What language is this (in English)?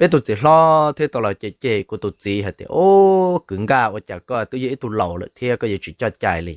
Hmong